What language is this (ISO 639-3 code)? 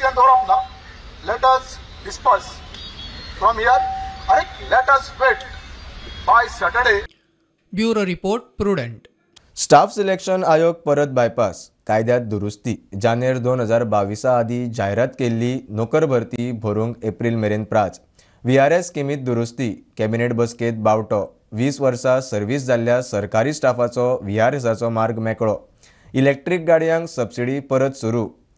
kok